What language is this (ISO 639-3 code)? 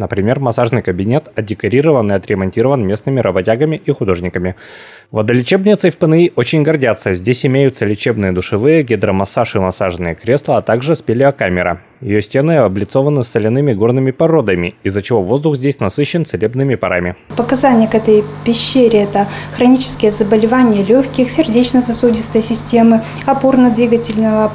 rus